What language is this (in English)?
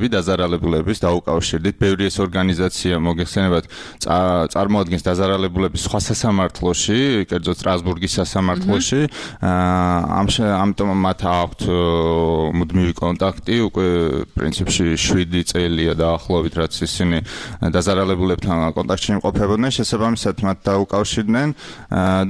Georgian